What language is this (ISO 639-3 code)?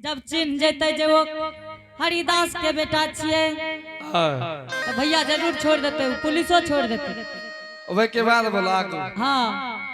anp